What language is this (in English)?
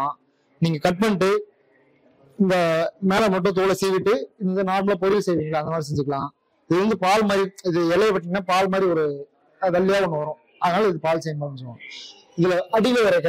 Tamil